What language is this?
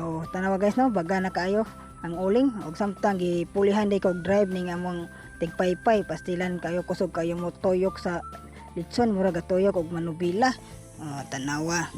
Cebuano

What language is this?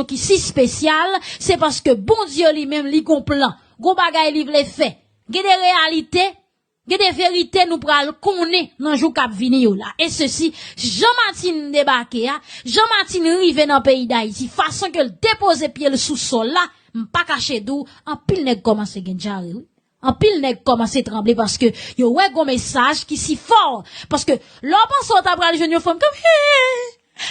Haitian Creole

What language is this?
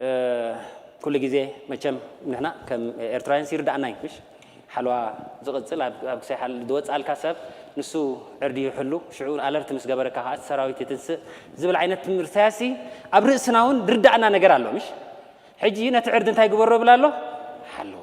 Tigrinya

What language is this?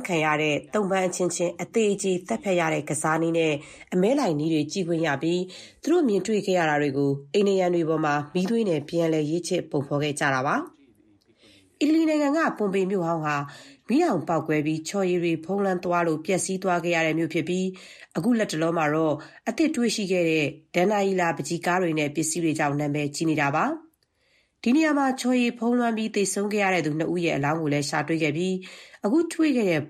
Burmese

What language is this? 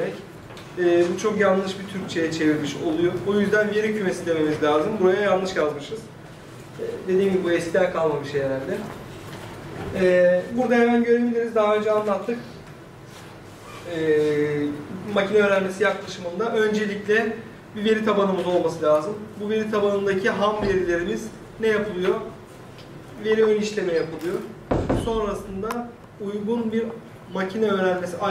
Turkish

